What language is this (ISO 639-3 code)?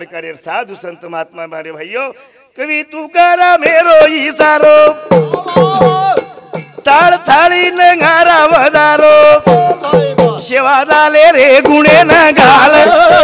lmn